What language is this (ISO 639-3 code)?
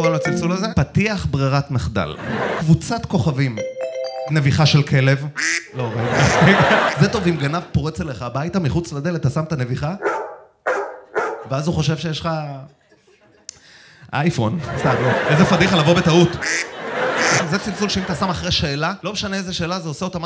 heb